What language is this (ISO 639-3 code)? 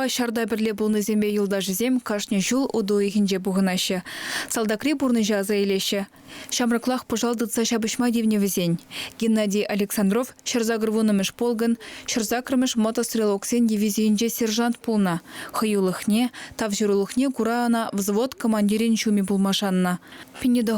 chv